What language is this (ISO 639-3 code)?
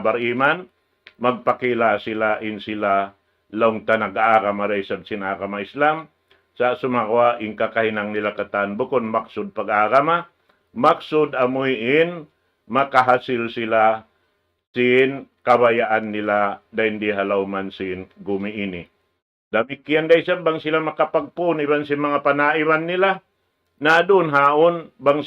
tsg